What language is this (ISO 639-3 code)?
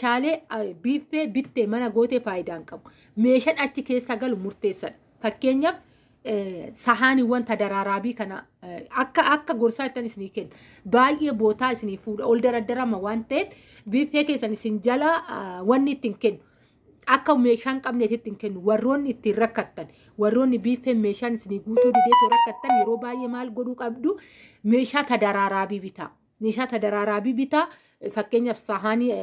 orm